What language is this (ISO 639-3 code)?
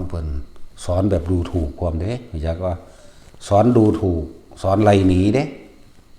tts